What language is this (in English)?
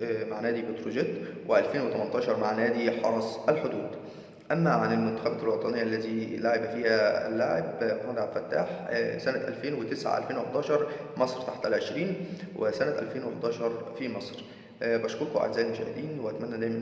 Egyptian Arabic